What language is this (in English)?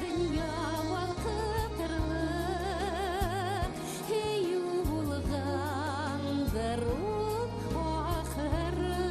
Bashkir